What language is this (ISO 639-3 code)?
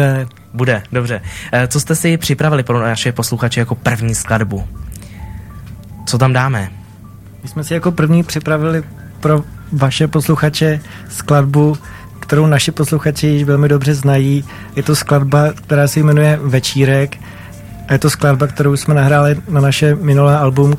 ces